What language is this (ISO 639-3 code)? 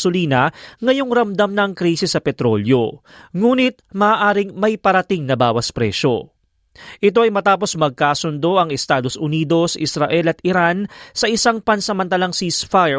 fil